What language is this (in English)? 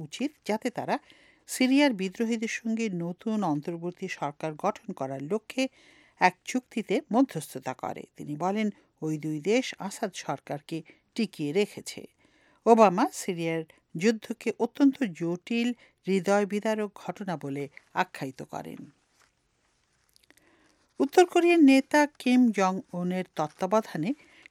Bangla